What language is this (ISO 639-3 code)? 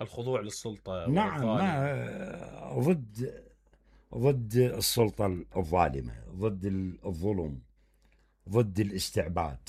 acm